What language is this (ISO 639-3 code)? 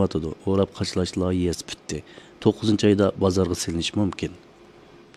uig